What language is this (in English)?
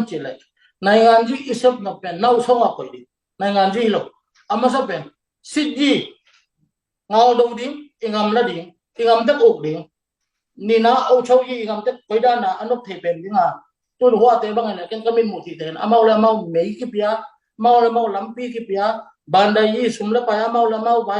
Tedim Chin